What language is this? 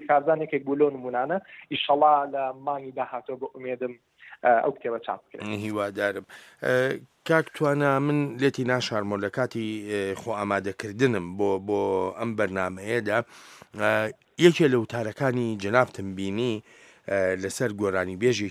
Central Kurdish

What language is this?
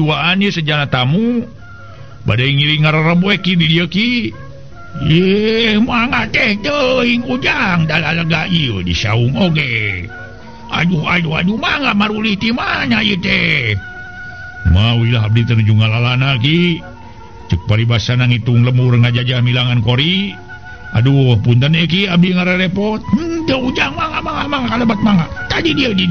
Sundanese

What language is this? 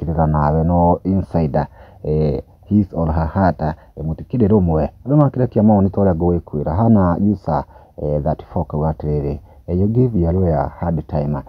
Kikuyu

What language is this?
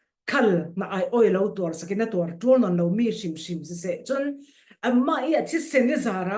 Falam Chin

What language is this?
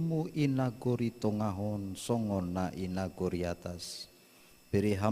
Batak Simalungun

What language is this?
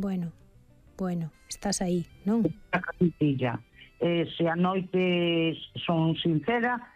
Galician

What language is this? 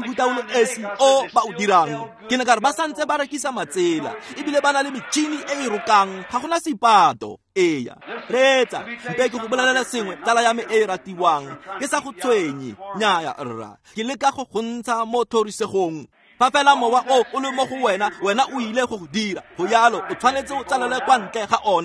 Tswana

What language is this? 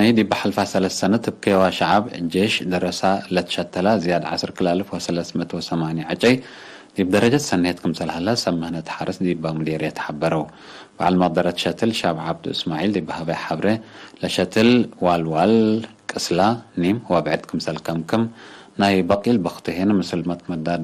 Tigre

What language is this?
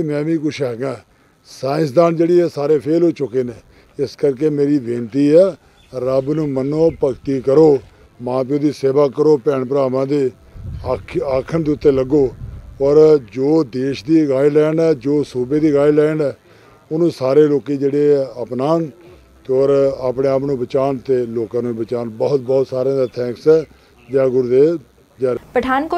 Punjabi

